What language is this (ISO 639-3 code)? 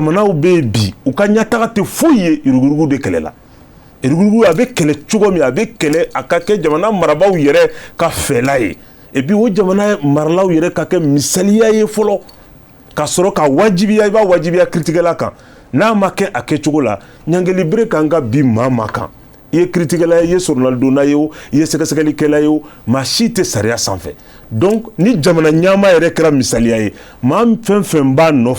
bam